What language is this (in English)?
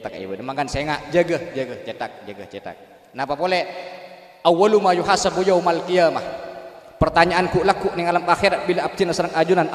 Madurese